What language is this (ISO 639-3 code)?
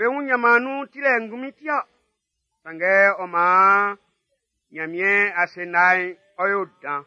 bci